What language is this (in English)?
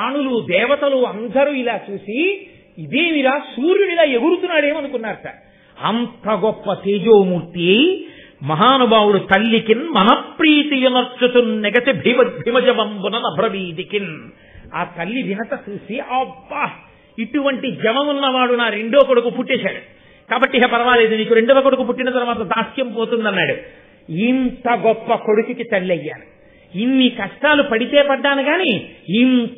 Telugu